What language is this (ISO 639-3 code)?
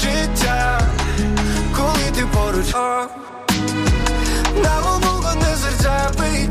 ukr